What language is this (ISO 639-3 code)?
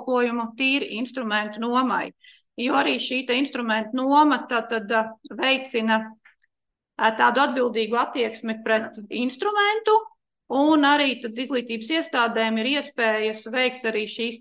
lav